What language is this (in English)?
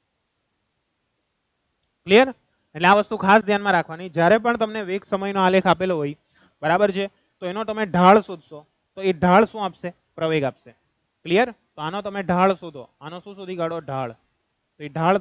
Gujarati